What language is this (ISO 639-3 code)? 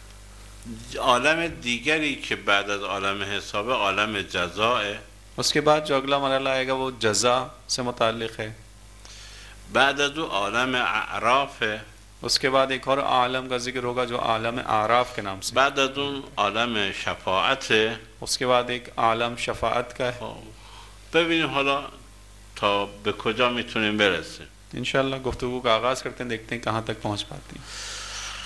urd